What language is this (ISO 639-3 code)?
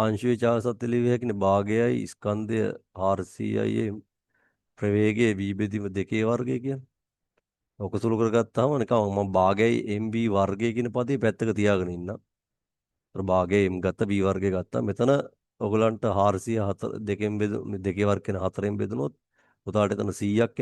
sin